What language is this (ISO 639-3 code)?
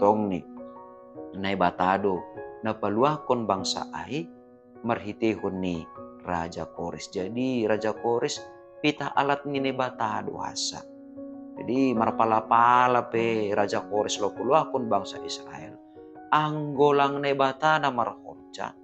bts